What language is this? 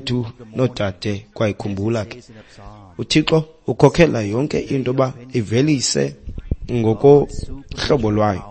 Xhosa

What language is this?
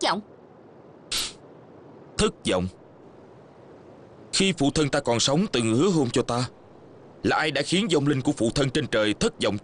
Vietnamese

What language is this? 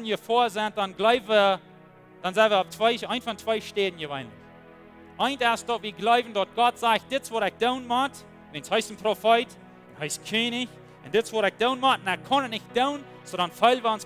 Plautdietsch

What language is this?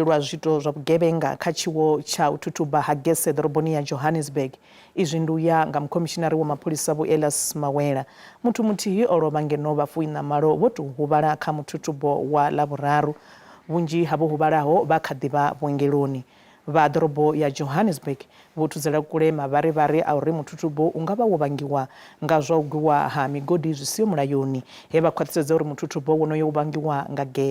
Venda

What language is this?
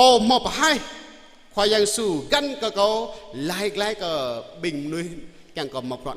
Jarai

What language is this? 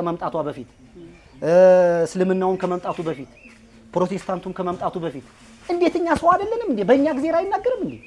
Amharic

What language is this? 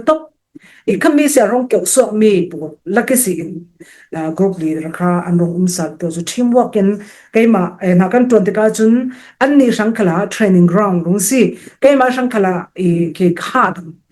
Falam Chin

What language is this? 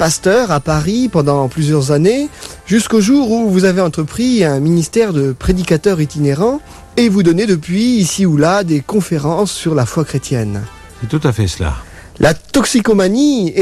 French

